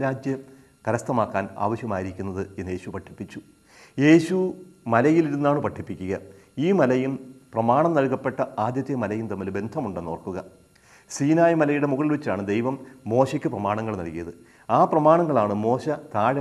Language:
Malayalam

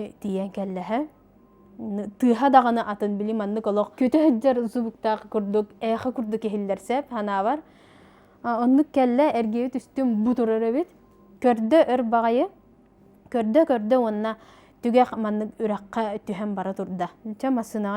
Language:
Yakut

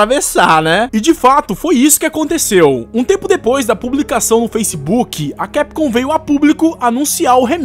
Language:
Portuguese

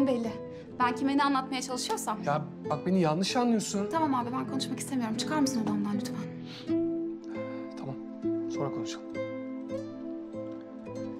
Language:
Turkish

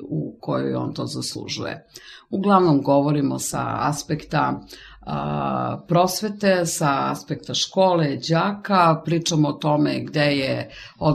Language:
Serbian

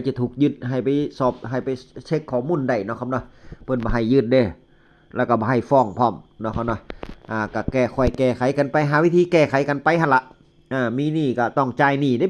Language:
Northeastern Thai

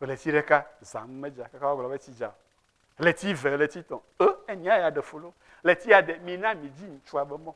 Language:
Ewe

